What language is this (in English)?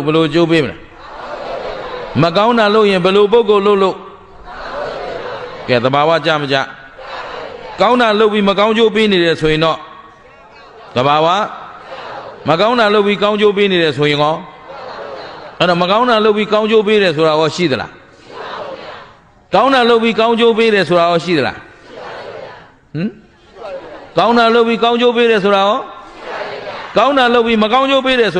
Burmese